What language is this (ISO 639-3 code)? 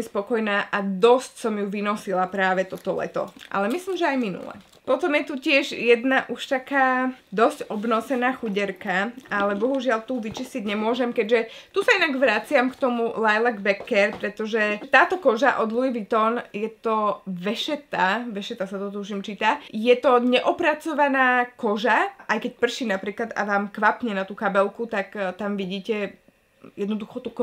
slk